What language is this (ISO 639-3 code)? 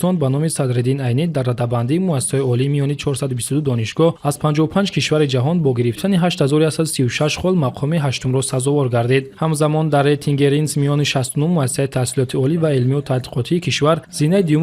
tgk